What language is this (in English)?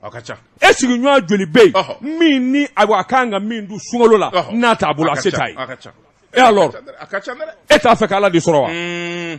Bambara